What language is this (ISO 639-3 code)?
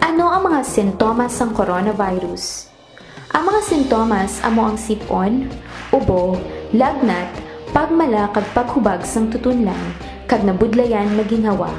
hil